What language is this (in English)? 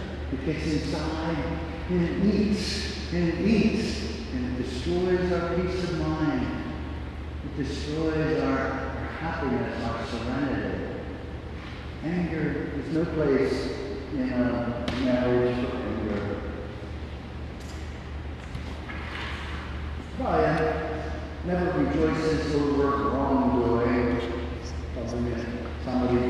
English